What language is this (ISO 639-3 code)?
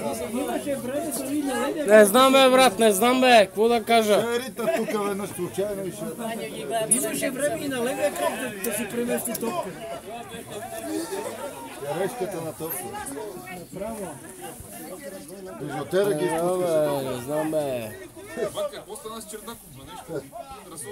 bul